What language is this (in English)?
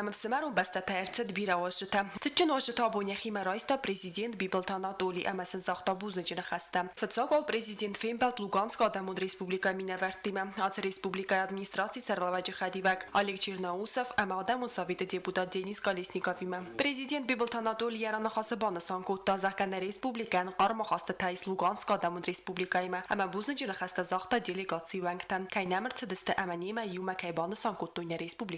Ossetic